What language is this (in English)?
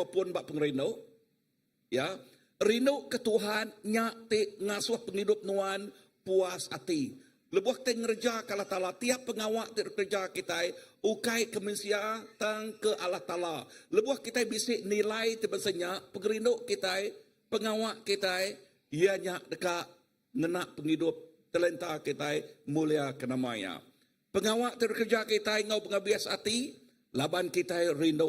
Iban